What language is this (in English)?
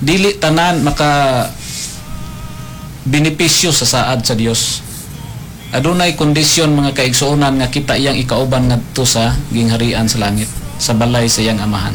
Cebuano